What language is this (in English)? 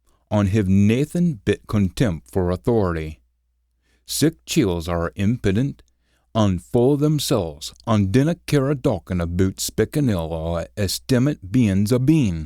Scots